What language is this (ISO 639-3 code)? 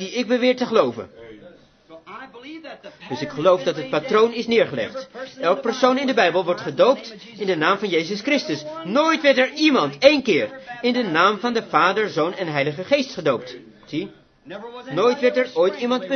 nld